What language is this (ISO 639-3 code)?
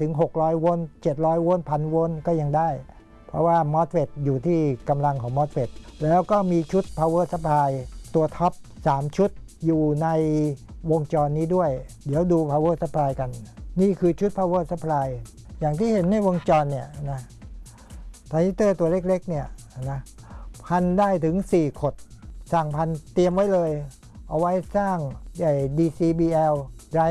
tha